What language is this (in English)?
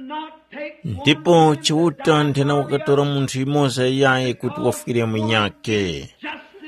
Tumbuka